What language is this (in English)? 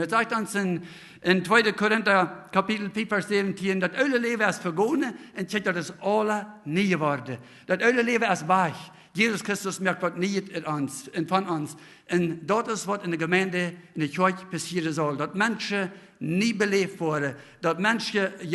Plautdietsch